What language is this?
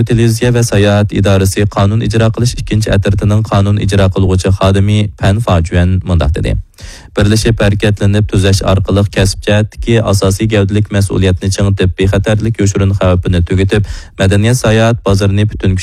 Uyghur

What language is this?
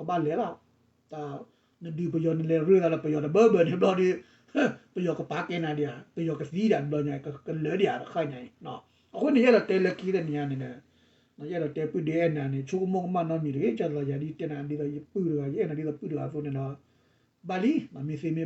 S'gaw Karen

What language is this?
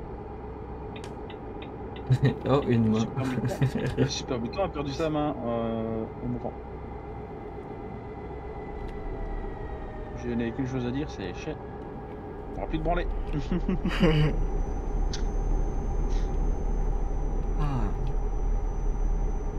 French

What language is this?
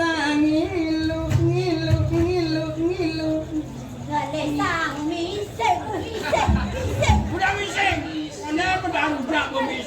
Balinese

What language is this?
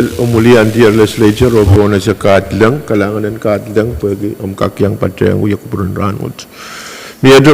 Pohnpeian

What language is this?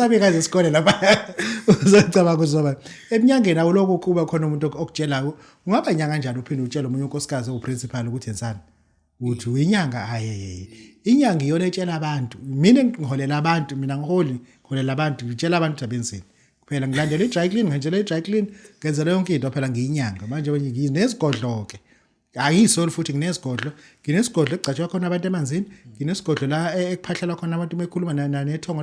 Zulu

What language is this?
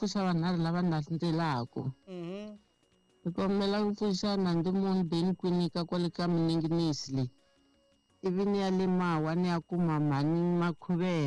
Tsonga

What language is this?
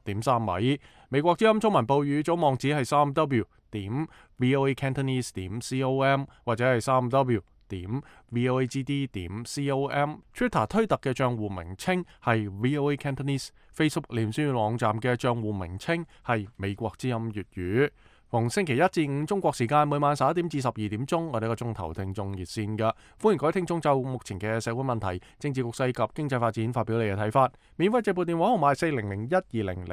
Cantonese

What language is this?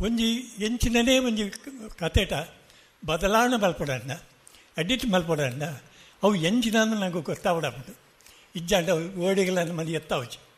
Tulu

